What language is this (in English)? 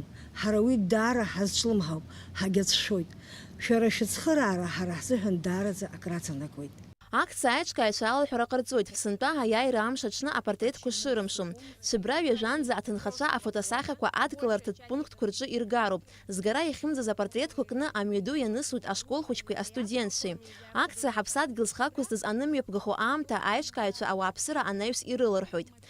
Abkhazian